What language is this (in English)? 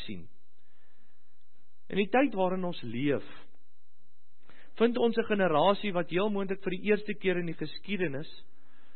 Afrikaans